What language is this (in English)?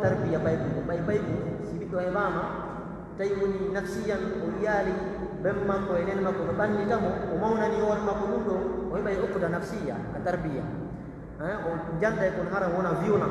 Pular